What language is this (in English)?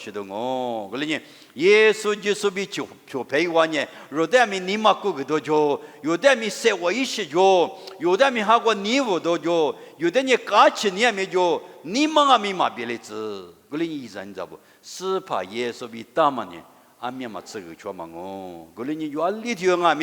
Lisu